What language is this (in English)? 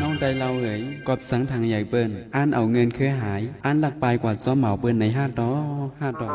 Shan